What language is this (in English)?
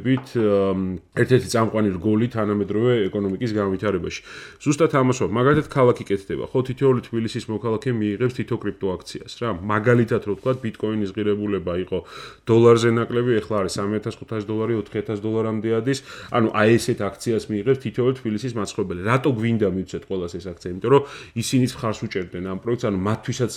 Georgian